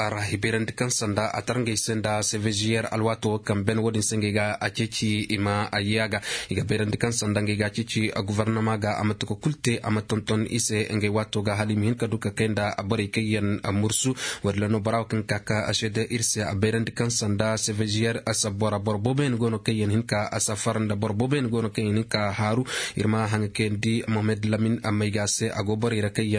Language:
Zarma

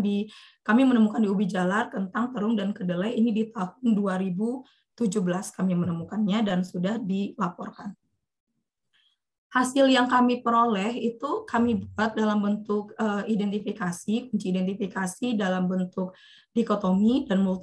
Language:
Indonesian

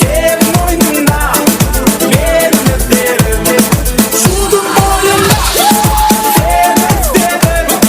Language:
Kara-Kalpak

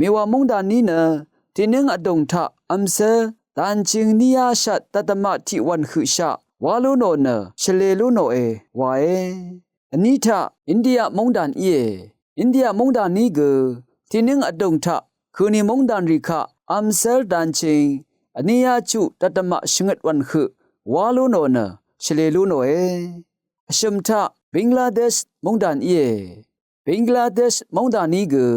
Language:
Rawang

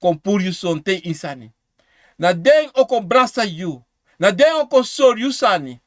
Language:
Sranan Tongo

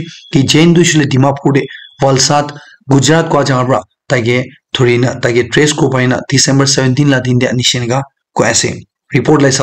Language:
Naga Pidgin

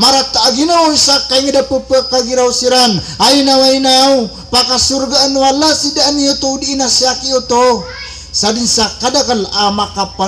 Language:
Maranao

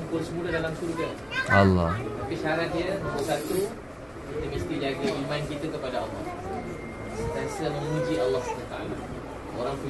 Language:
Malay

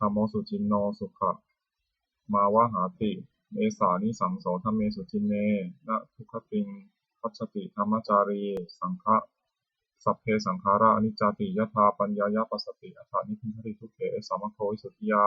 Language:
Pali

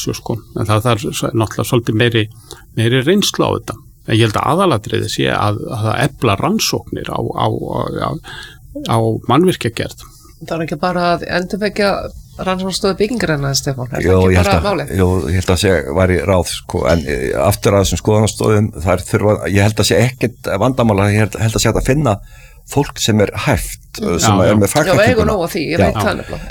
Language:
Icelandic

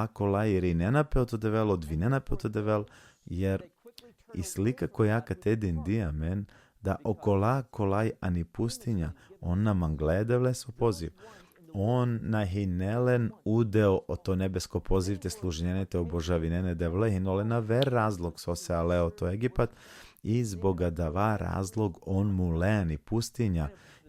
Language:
Balkan Romani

